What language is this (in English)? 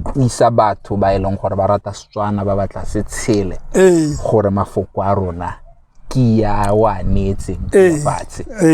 Tswana